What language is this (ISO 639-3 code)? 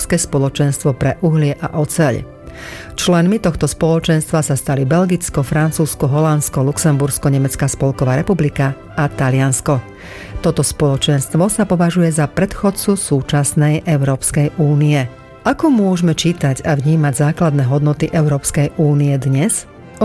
slk